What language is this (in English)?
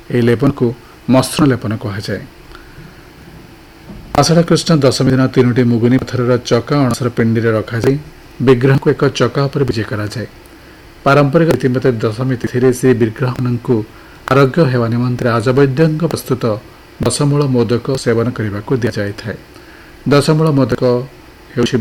Odia